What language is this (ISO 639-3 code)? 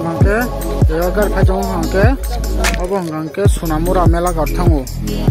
trp